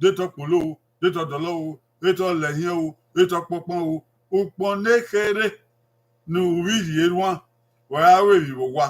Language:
Bini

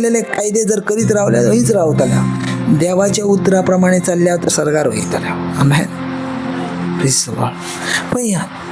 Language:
Konkani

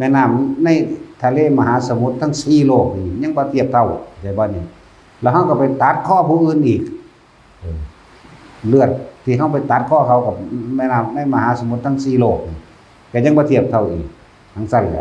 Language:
Northeastern Thai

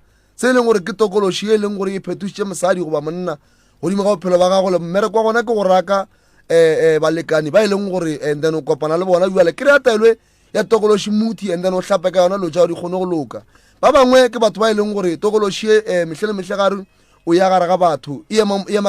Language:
Northern Sotho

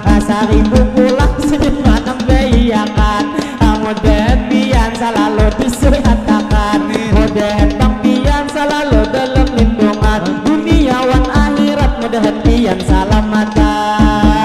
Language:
Banjar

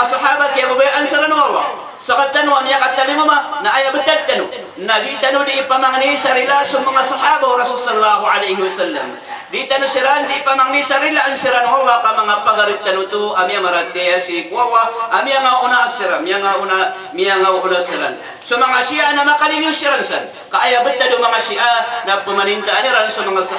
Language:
Maranao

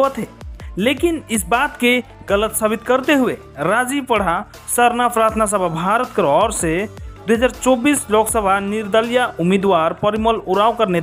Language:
Sadri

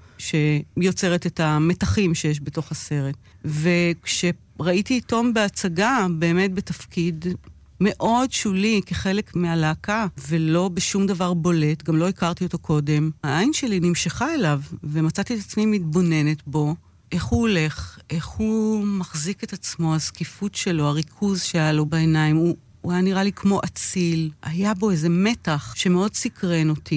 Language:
Hebrew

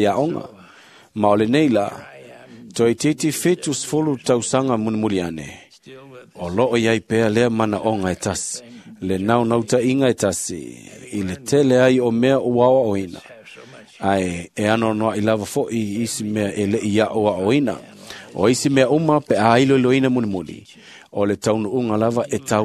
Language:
Samoan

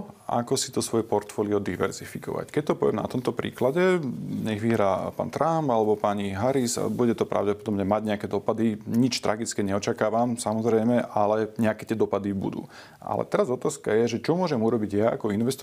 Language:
Slovak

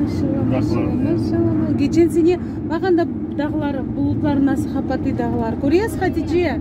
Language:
Crimean Tatar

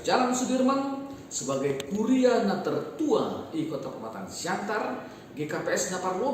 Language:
Batak Simalungun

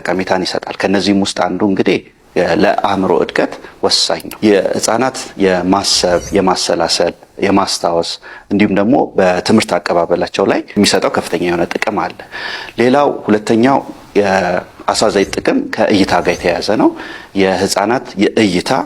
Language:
Amharic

